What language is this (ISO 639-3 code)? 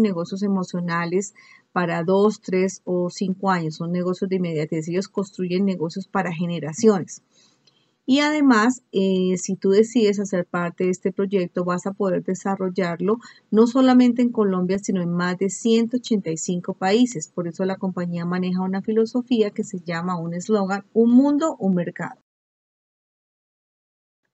spa